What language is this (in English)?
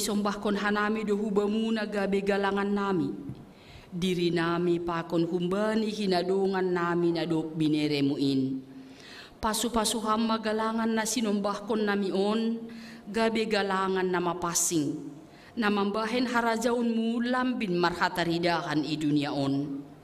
Batak Simalungun